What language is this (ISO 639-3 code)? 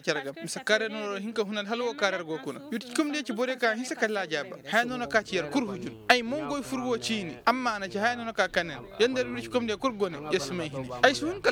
ses